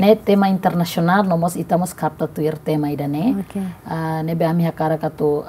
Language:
Tetum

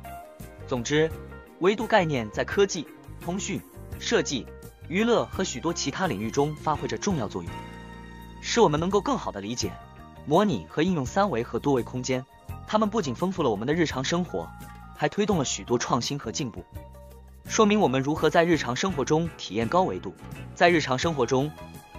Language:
Chinese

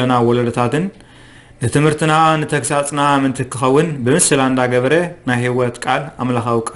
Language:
Tigrinya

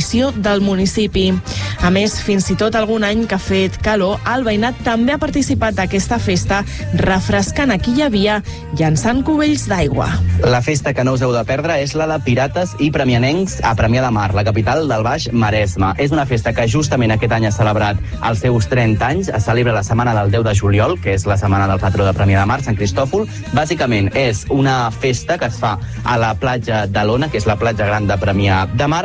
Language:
Catalan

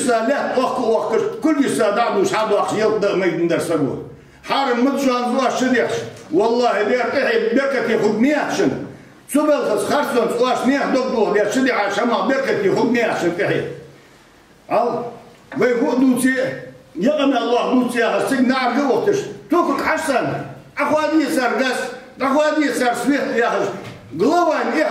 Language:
Ingush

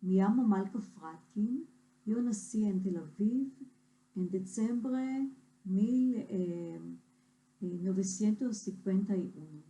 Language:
Ladino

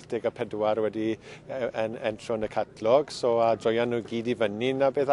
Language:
Welsh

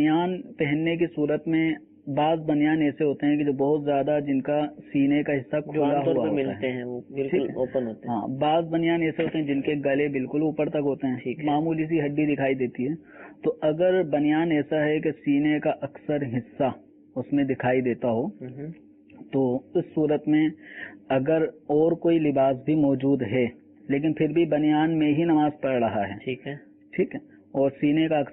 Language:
Urdu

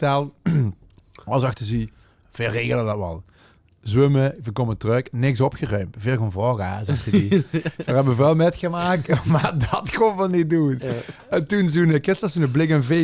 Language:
Limburgish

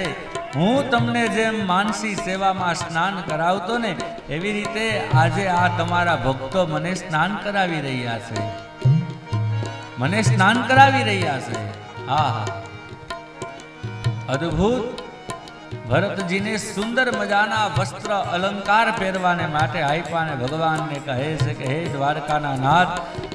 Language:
Gujarati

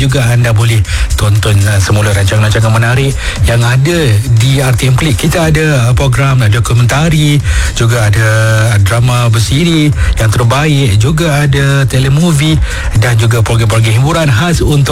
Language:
Malay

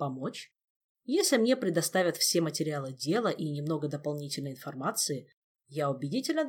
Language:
Russian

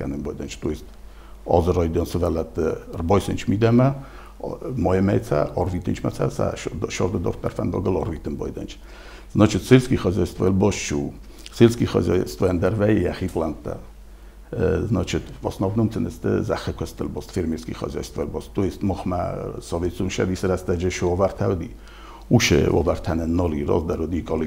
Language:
Ossetic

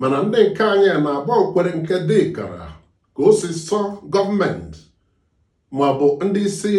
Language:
Igbo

